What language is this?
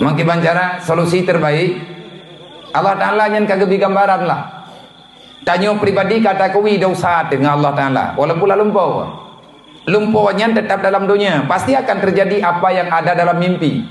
Achinese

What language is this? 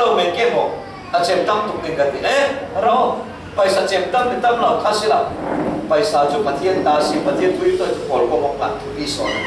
Falam Chin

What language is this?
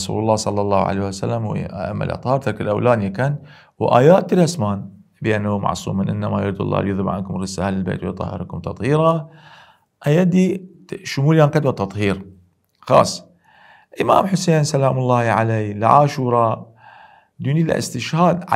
Southern Kurdish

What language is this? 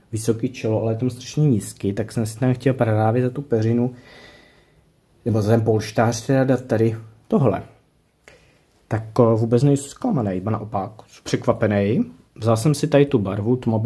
Czech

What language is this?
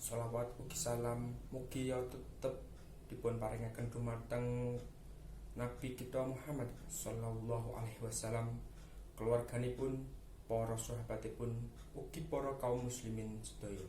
Javanese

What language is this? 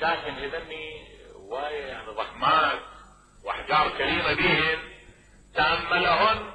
Mesopotamian Arabic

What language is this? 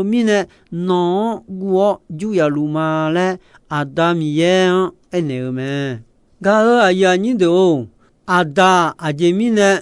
Akha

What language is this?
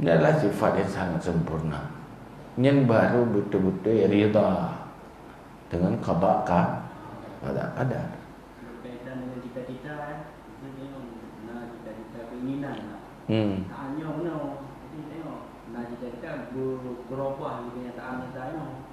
Achinese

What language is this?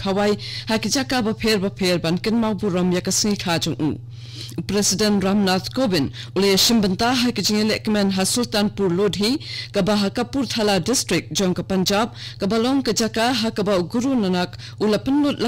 Khasi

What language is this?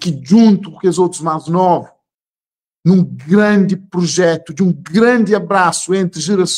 Kabuverdianu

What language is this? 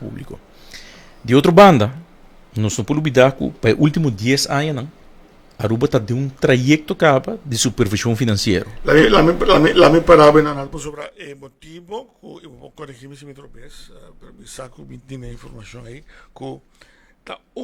Papiamento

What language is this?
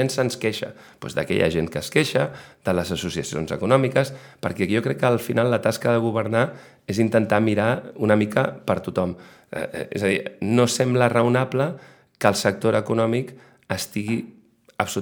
Catalan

